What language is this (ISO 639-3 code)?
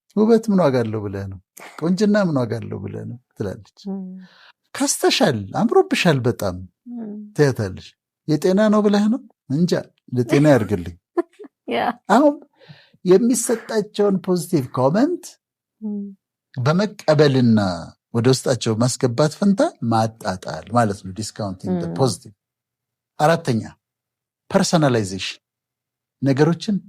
amh